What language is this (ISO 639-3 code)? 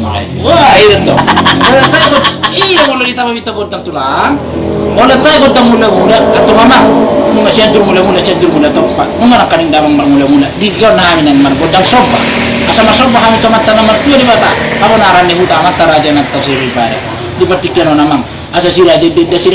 bbc